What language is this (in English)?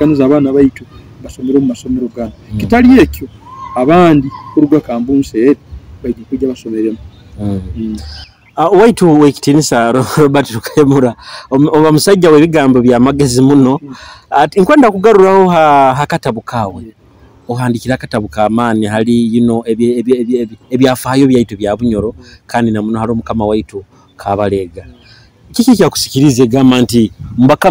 Nyoro